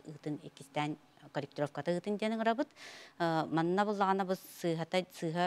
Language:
Yakut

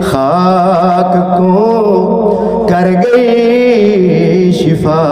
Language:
Saraiki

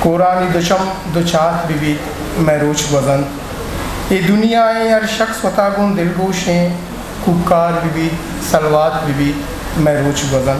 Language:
Eastern Balochi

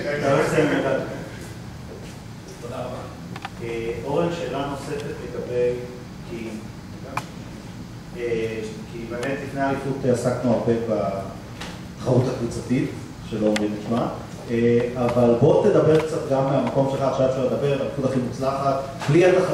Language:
Hebrew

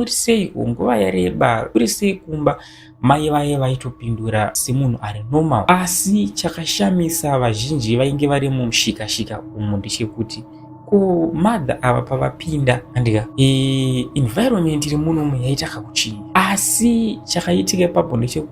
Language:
Shona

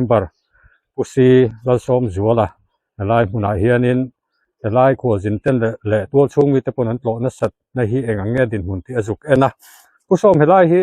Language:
Mizo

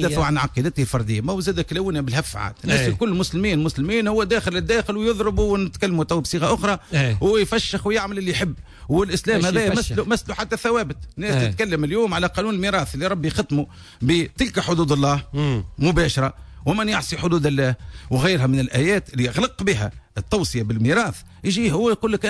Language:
Tunisian Arabic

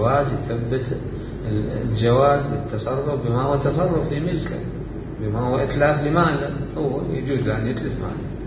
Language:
Mesopotamian Arabic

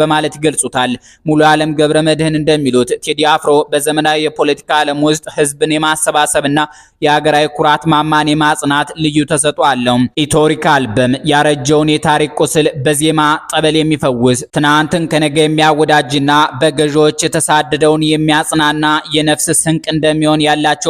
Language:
Amharic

